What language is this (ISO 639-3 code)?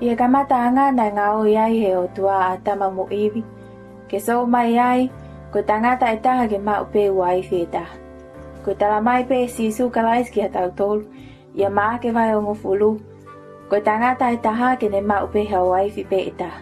ton